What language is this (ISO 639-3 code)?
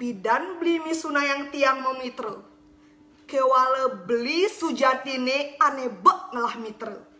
ban